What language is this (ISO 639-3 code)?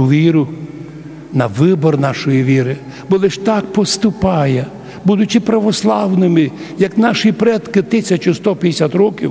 rue